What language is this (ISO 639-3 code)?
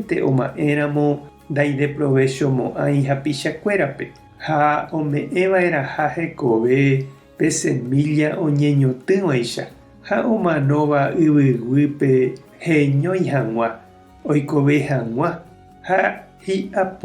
grn